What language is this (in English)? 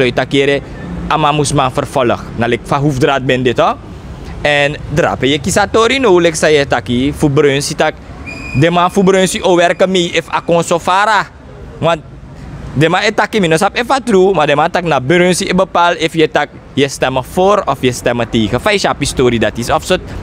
Sranan Tongo